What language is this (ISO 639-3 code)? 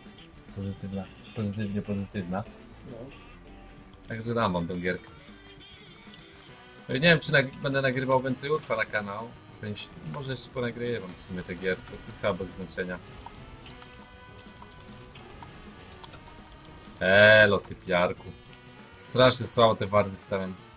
pol